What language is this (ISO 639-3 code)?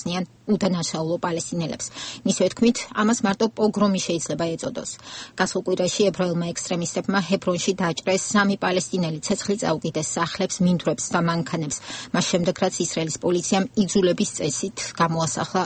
kat